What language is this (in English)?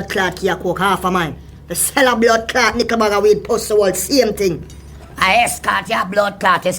Jamaican Creole English